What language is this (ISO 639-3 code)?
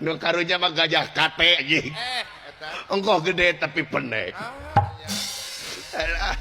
sun